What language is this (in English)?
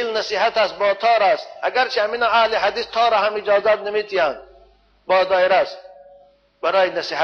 Tajik